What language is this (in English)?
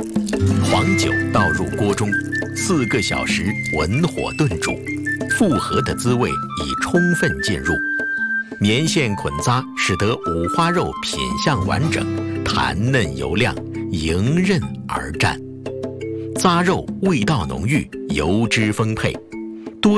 Chinese